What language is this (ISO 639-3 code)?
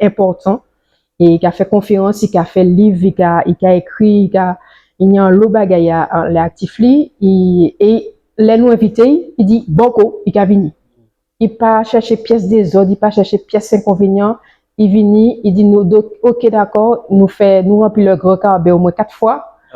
gcf